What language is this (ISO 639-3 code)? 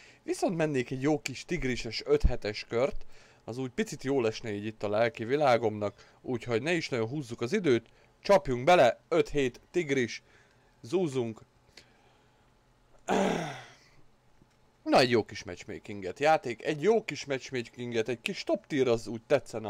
hun